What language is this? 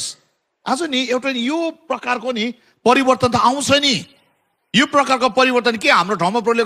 Nepali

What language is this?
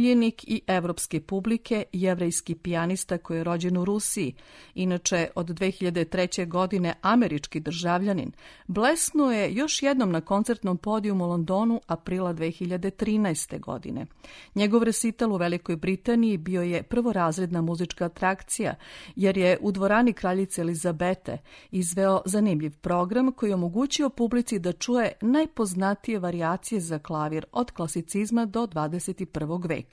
Serbian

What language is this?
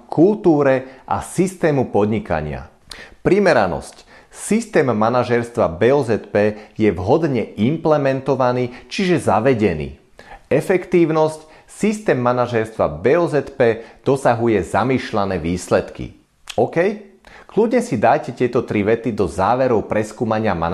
Slovak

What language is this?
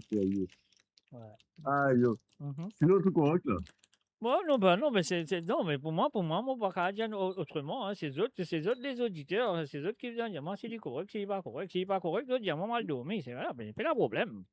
Morisyen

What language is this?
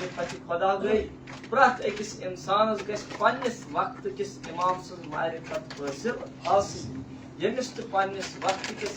Kashmiri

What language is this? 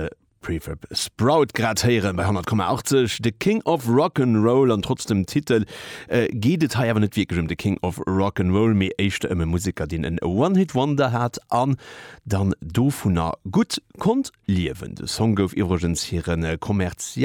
Luxembourgish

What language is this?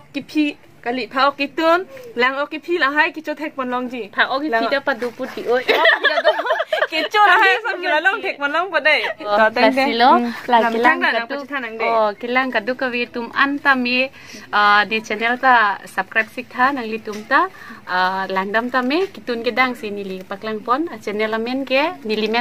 Karbi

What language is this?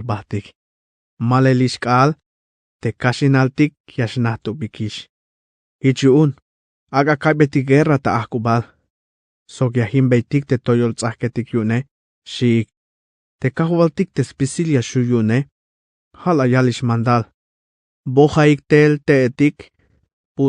Tzeltal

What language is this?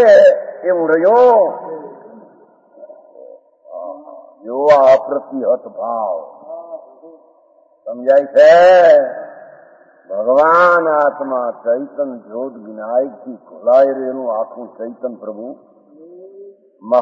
Gujarati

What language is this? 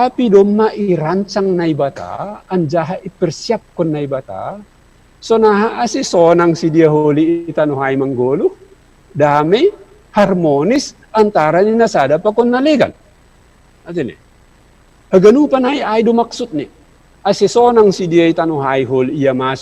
Batak Simalungun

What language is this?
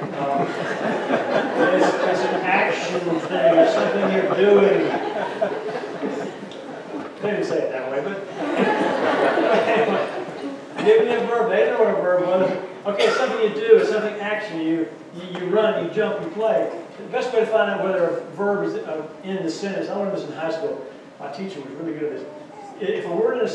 English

